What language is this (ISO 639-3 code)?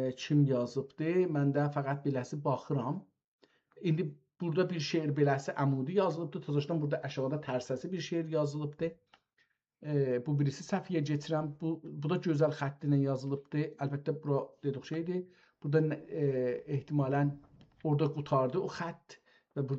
azb